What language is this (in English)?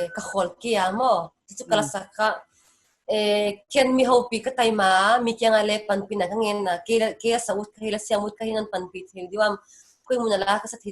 Paite Chin